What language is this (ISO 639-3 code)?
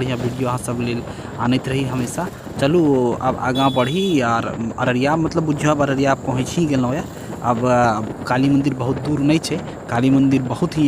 mai